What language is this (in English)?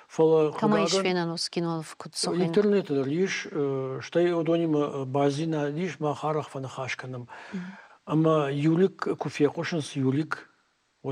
Ossetic